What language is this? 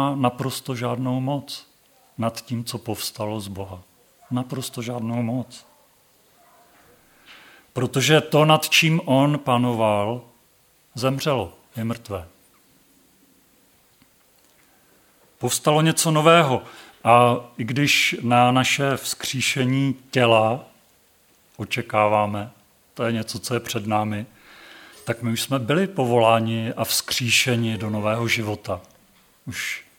Czech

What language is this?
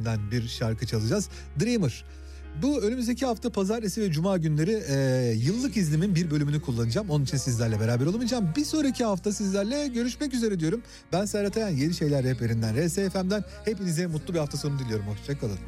Turkish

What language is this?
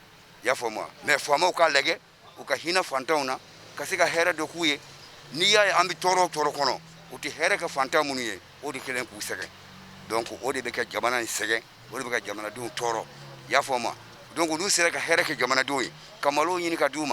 Bambara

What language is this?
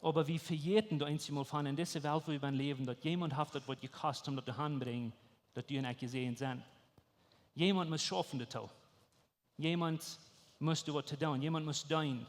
Plautdietsch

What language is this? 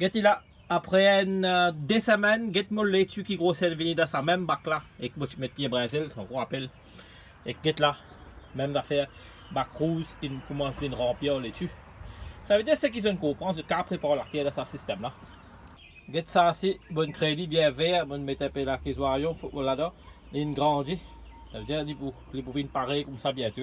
Morisyen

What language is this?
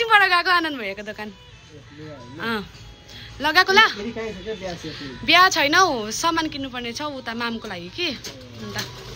Nepali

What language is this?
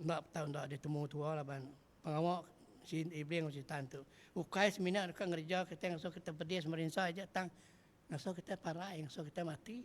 Iban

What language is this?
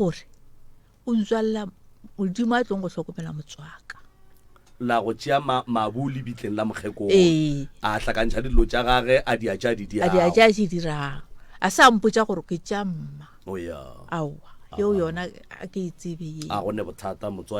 Northern Sotho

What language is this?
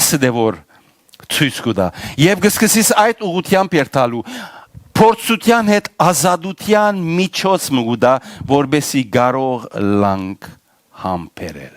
Western Armenian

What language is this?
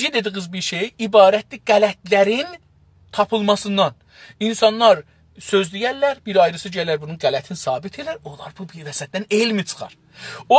South Azerbaijani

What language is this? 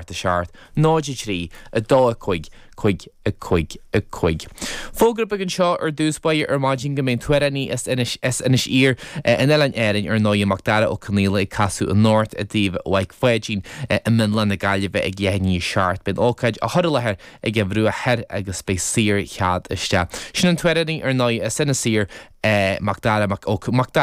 Irish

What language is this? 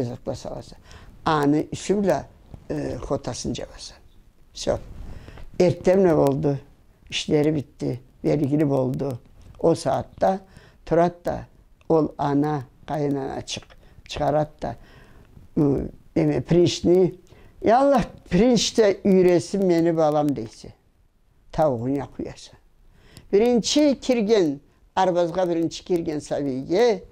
Karachay-Balkar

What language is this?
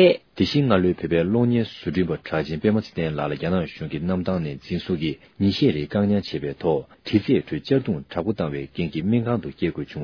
Tibetan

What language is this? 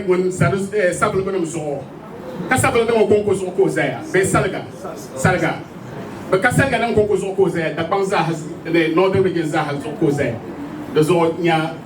Dagbani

